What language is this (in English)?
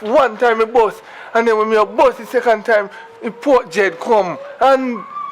Jamaican Creole English